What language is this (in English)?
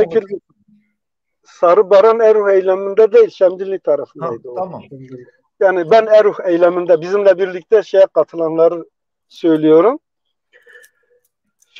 Turkish